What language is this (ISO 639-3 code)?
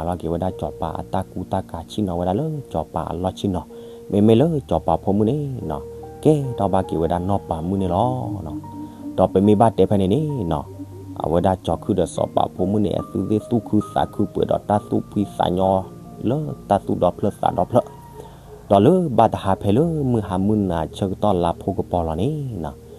ksw